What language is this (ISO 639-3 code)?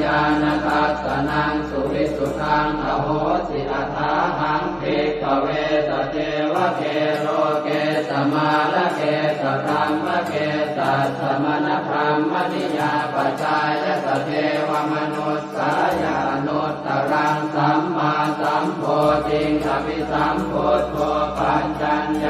pli